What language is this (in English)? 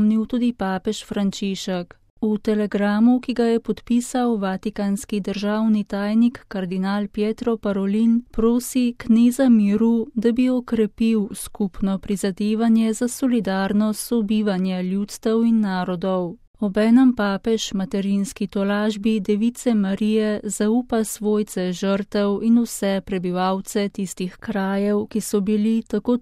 Slovenian